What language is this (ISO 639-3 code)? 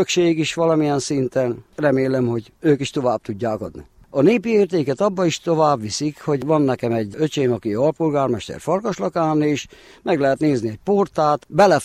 hun